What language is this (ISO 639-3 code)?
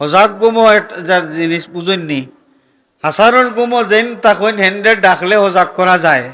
syl